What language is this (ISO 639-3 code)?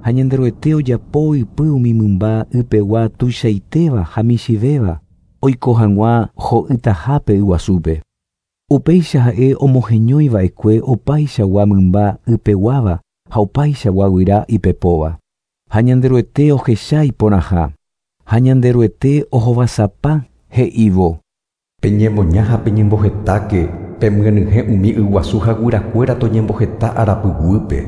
grn